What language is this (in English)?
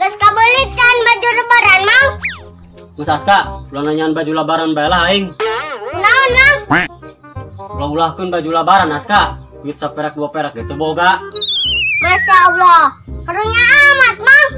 Sundanese